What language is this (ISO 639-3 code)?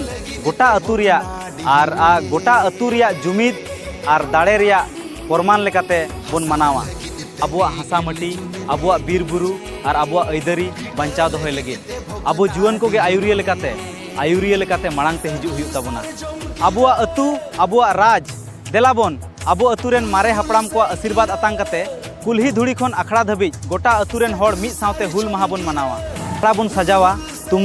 sat